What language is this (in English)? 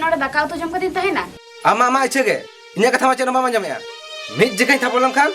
Santali